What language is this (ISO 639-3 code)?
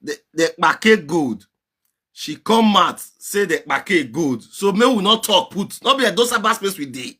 pcm